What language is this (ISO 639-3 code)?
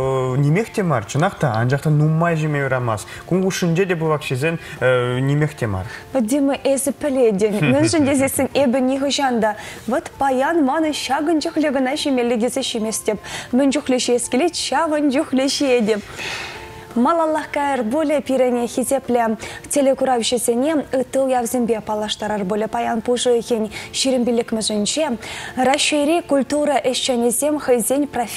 chv